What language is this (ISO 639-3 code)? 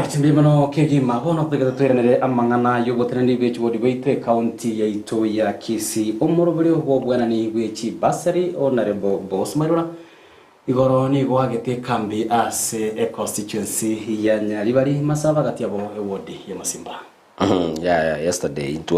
guz